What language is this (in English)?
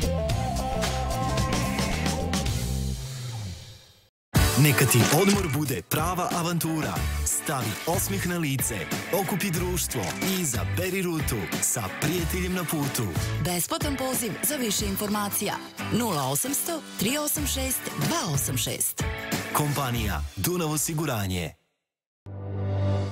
Serbian